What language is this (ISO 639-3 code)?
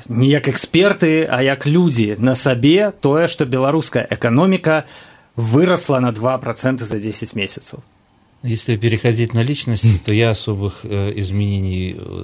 bel